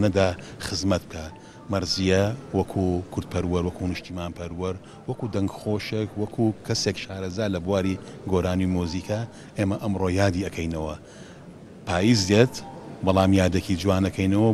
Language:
Central Kurdish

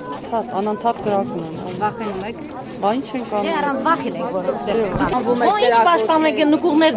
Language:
Armenian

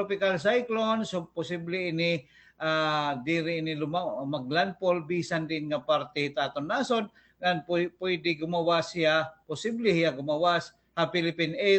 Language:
Waray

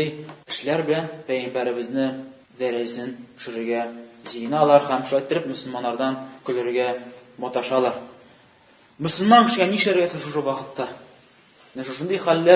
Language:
Tatar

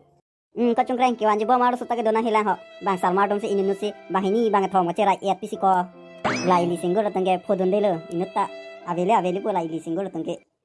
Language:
Karbi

